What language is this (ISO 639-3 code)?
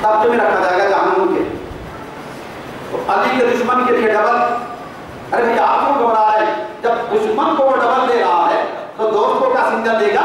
urd